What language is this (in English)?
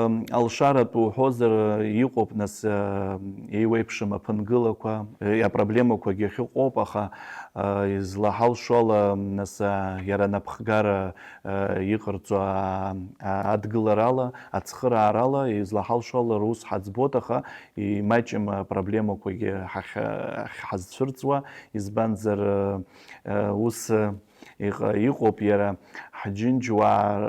Abkhazian